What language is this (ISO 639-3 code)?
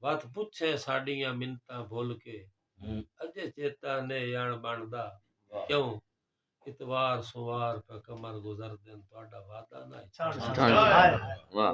skr